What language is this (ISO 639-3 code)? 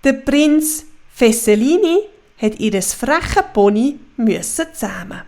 gsw